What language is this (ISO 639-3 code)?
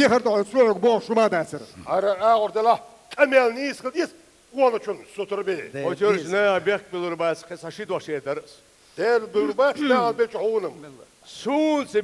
che